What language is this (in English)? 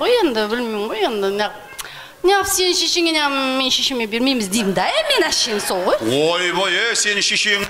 Kazakh